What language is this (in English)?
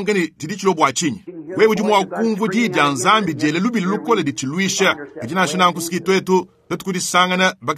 Luba-Lulua